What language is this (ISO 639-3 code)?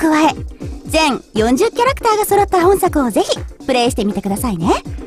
jpn